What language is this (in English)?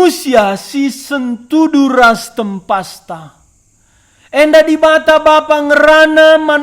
Batak Karo